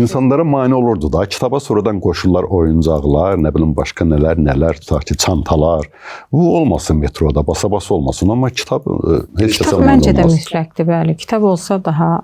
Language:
Azerbaijani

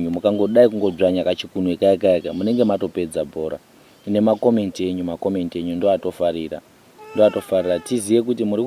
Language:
Shona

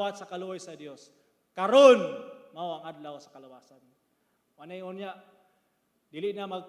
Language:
Cebuano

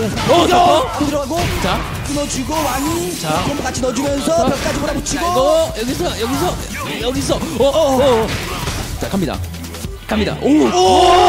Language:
Korean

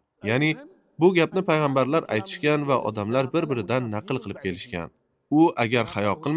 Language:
Uzbek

